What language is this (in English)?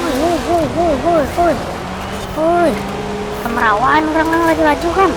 Banjar